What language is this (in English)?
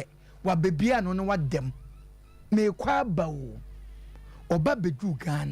Akan